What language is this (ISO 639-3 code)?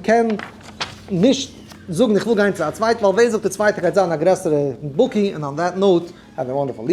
yid